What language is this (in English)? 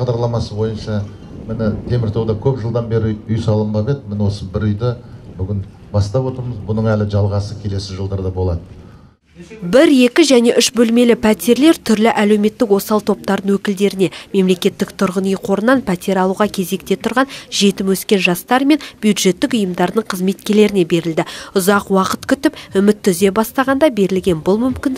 Kazakh